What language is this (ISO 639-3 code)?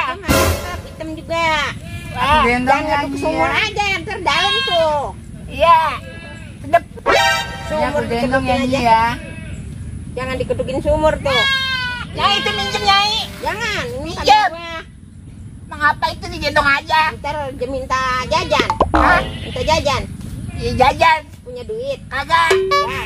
bew